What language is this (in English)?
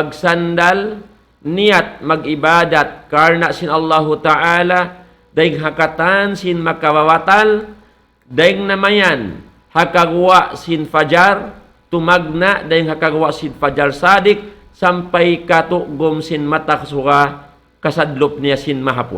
Tausug